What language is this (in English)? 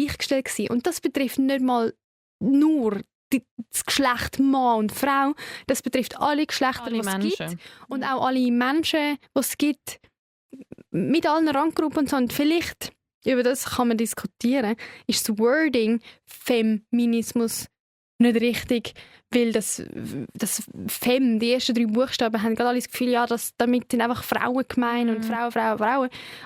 Swiss German